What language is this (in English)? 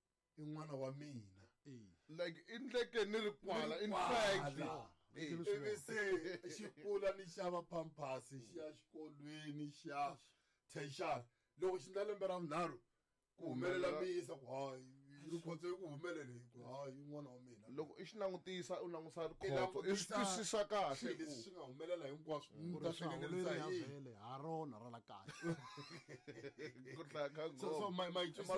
Tsonga